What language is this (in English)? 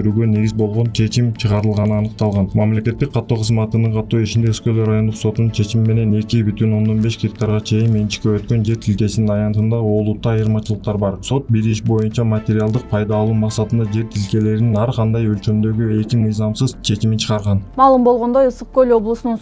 Kyrgyz